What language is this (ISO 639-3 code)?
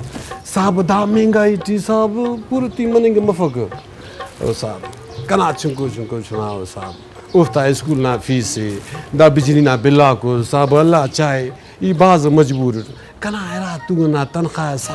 brh